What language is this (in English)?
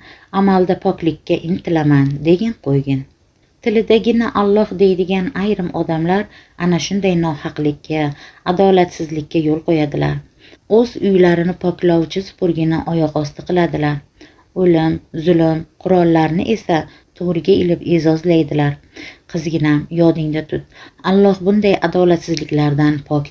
Uzbek